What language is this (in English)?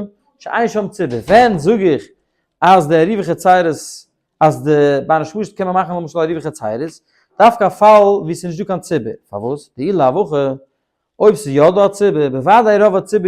Yiddish